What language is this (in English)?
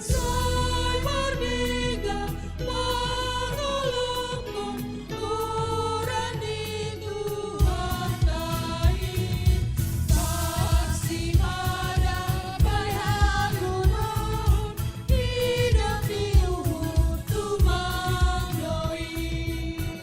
Batak Simalungun